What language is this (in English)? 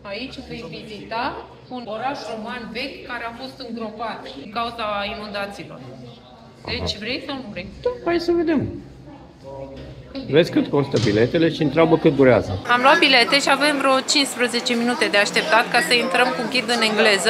Romanian